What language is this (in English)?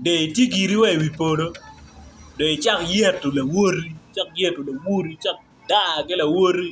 Acoli